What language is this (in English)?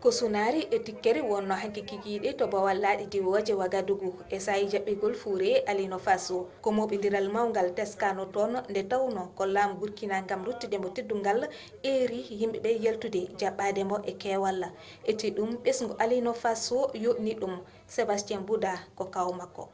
Fula